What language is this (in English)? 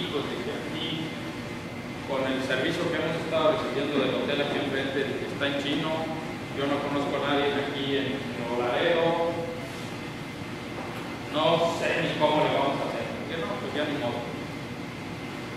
Spanish